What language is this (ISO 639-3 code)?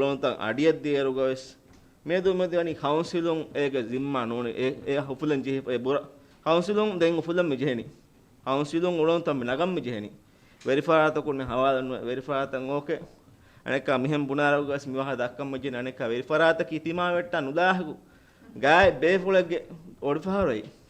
div